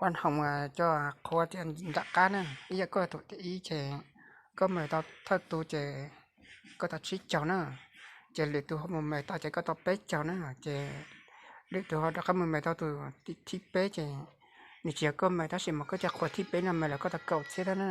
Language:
Hmong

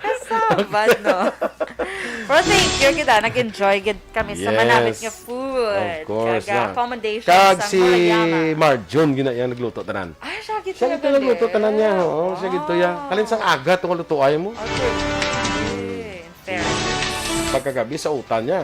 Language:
Hiligaynon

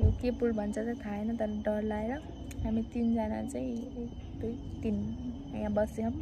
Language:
Nepali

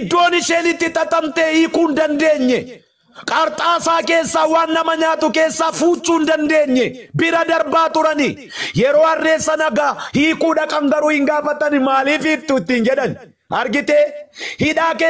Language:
Oromo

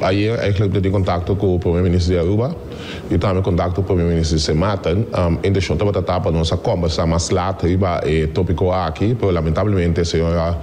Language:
Papiamento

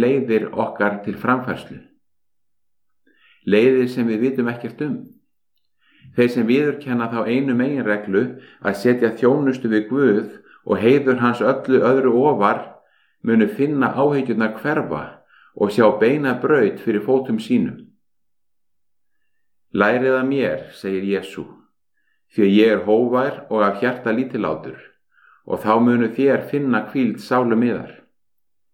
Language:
Icelandic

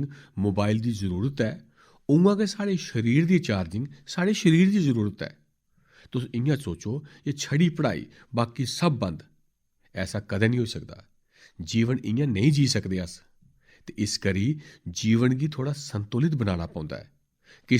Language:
Dogri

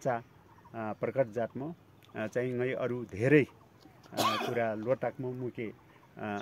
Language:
Nepali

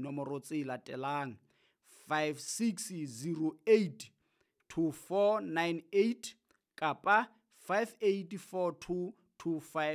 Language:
Southern Sotho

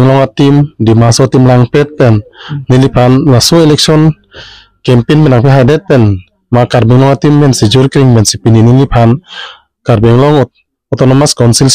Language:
Karbi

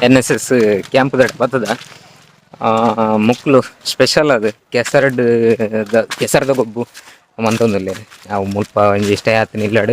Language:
Tulu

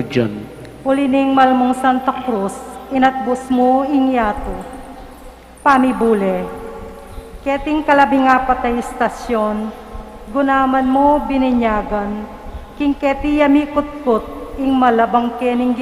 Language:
Pampanga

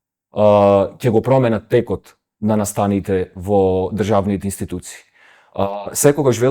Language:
Macedonian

